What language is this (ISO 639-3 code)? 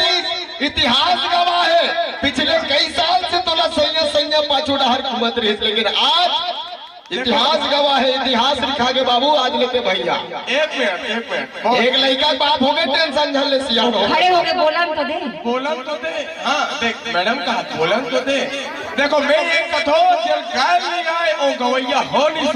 hne